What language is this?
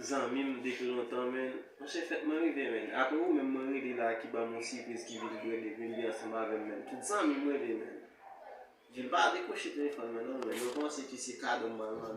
Haitian Creole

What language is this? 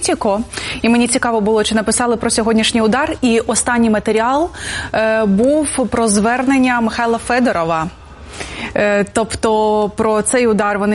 Ukrainian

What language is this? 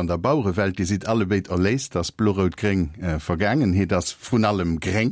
Luxembourgish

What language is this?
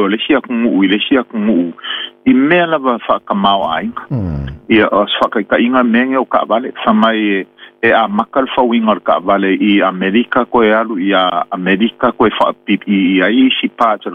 Samoan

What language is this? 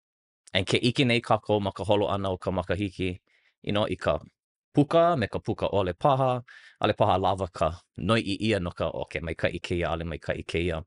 Hawaiian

